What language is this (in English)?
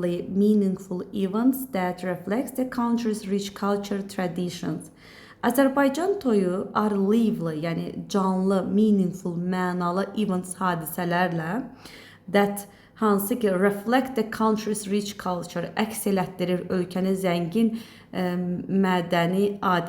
Azerbaijani